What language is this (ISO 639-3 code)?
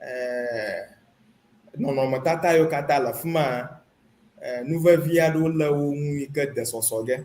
ewe